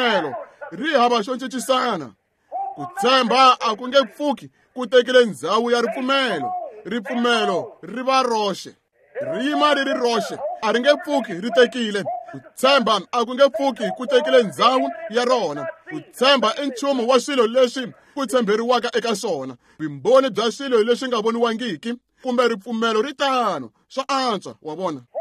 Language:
Tsonga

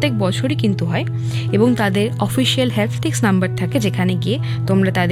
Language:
Bangla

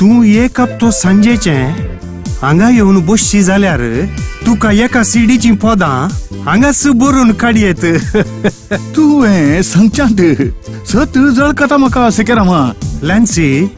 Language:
Konkani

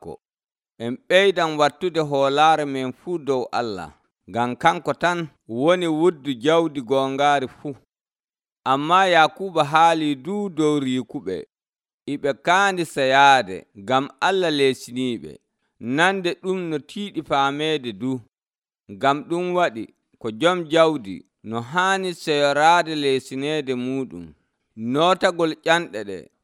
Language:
Nigerian Fulfulde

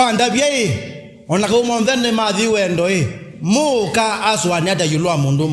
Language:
Kamba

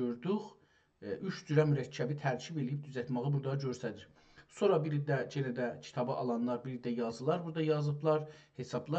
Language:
South Azerbaijani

